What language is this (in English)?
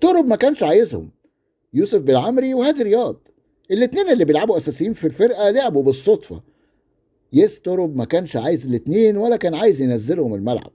Egyptian Arabic